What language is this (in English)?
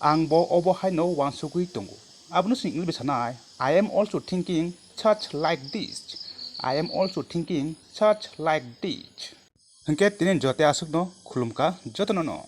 Kok Borok